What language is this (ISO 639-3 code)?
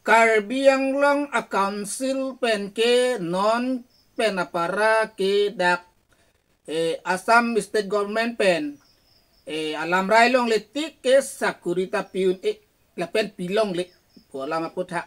mjw